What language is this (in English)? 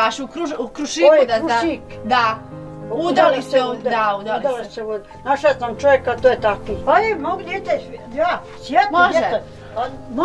Bosnian